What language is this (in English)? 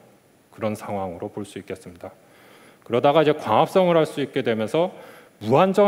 Korean